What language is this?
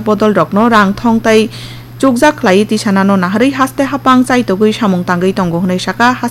Kok Borok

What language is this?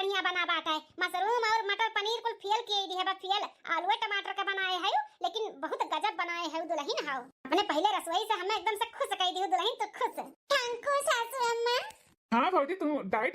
Awadhi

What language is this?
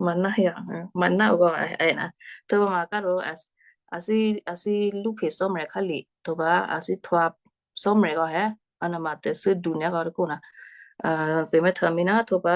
Western Kayah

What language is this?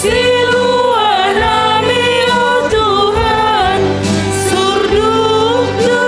Batak Simalungun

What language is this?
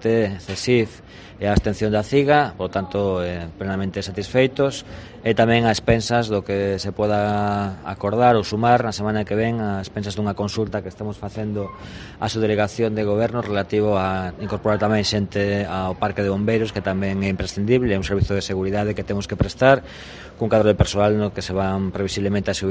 Galician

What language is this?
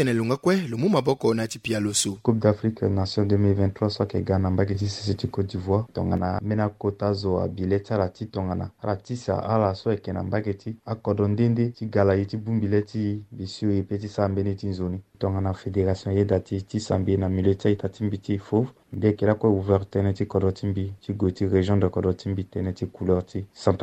Sango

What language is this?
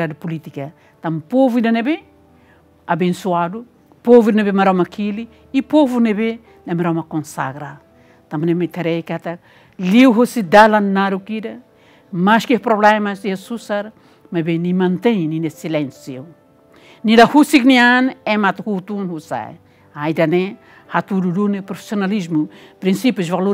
Tetum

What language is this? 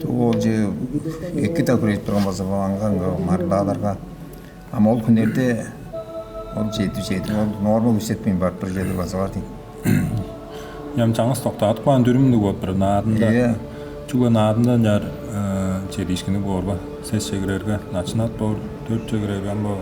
Tuvinian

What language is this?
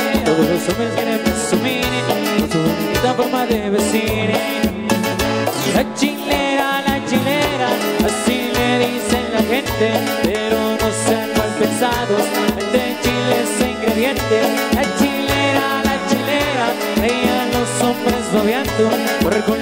Spanish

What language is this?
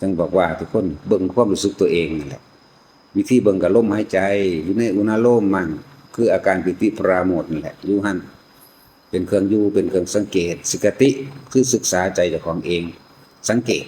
Northeastern Thai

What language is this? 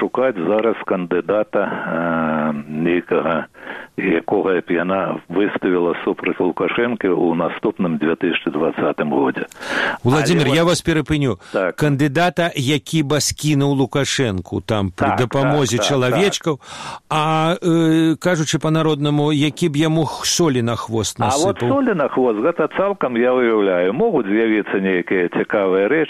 Belarusian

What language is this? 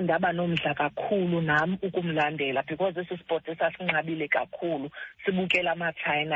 Xhosa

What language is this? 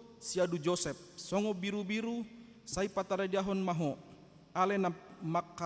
Batak Toba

